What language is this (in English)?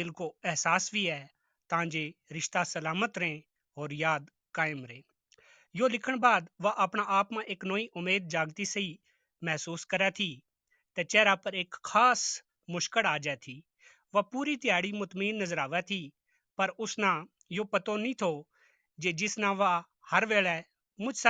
Gujari